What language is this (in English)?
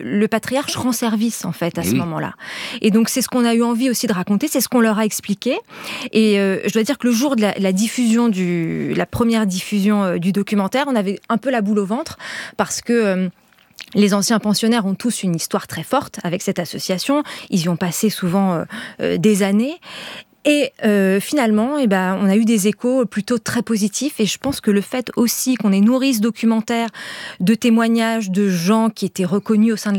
French